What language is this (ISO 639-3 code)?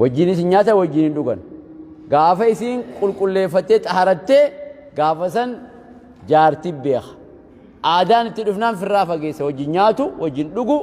orm